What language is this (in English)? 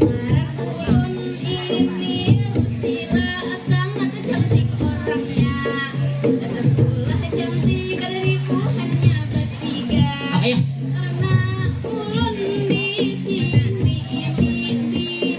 Banjar